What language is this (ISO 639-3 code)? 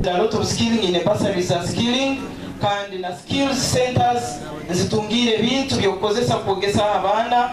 nyn